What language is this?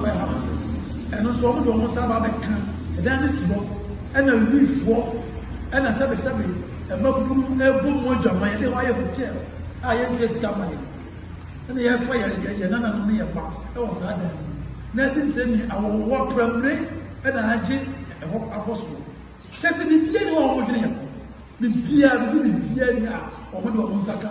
Akan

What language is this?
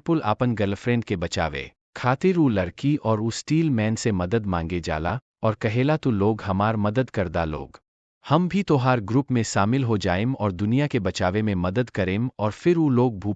Bhojpuri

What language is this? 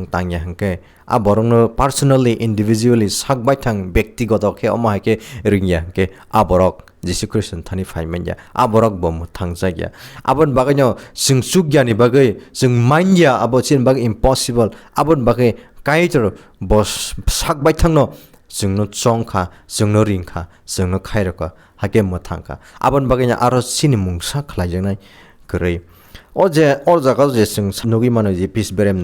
Kok Borok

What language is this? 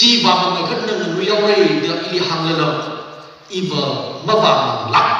Tangkhul Naga (India)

